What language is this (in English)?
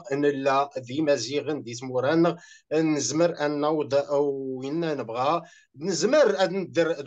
Kabyle